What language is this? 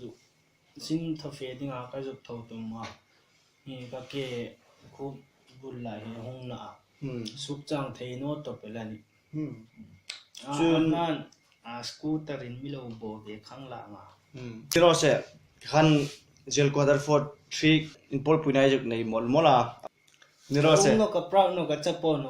Hmar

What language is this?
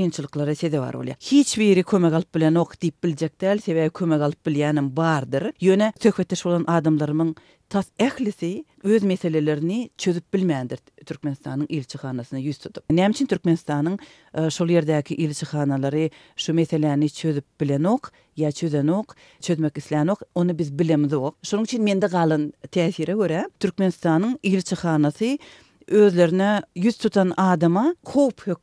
Turkmen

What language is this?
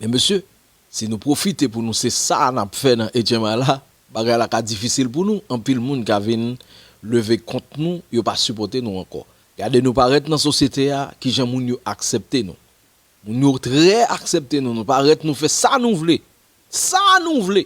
Haitian Creole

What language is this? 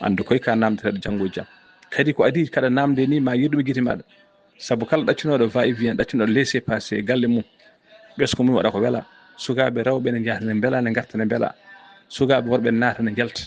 Fula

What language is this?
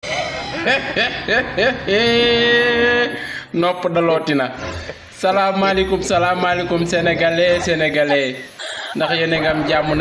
Wolof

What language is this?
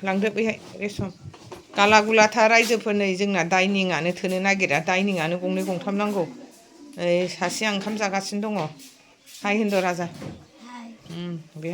Bodo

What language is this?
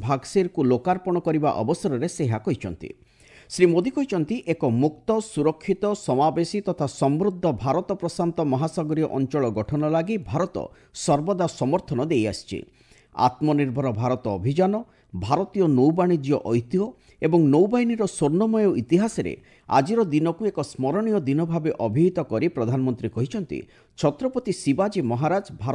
Odia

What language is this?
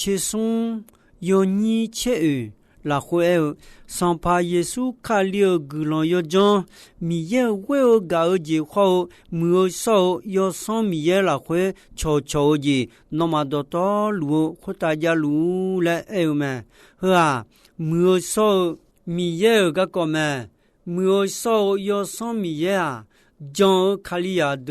Akha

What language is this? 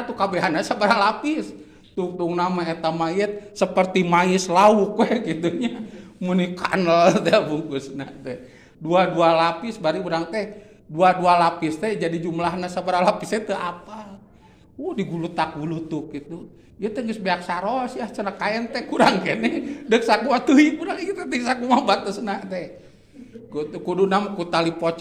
Sundanese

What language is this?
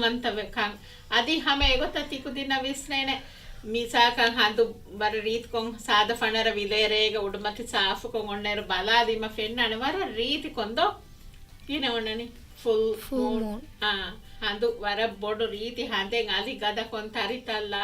Divehi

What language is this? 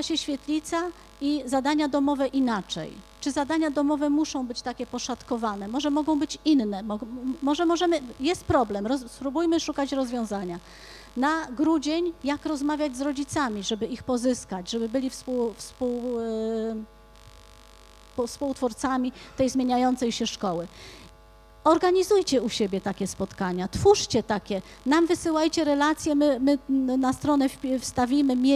Polish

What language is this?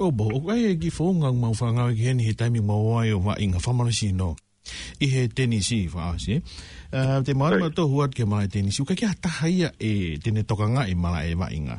Tongan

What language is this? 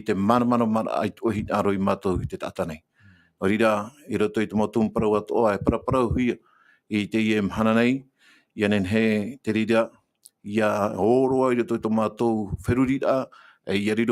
Tahitian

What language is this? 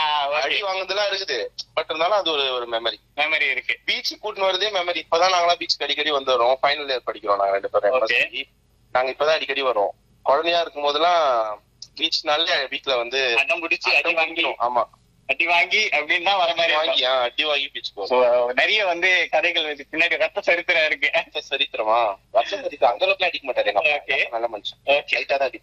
Tamil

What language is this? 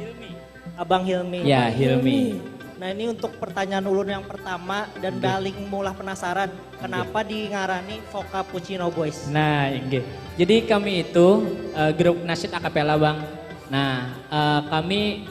Banjar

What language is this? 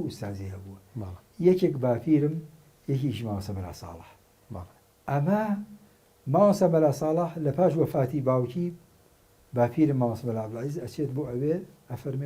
Central Kurdish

